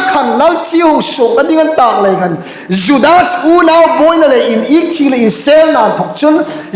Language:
Hmar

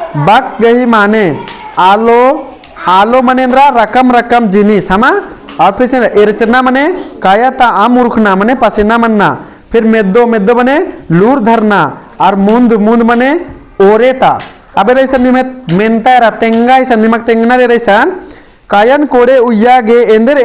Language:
Kurukh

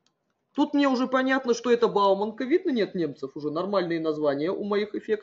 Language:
Russian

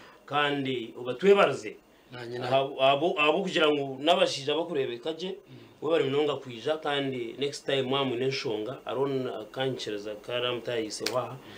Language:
Nyankole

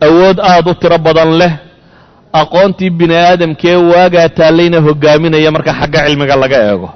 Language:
Somali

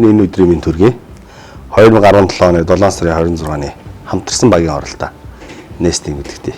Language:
Mongolian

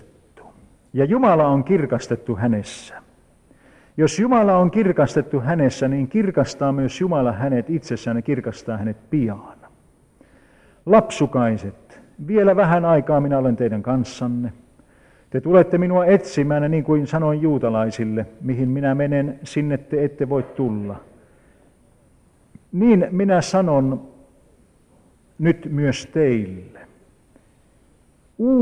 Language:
Finnish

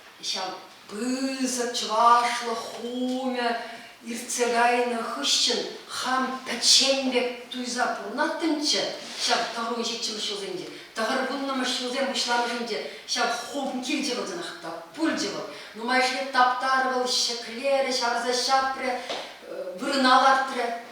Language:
Chuvash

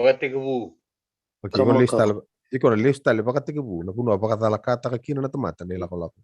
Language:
Fijian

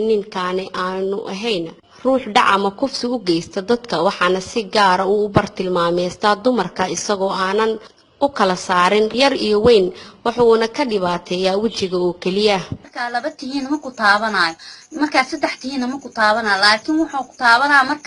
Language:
Somali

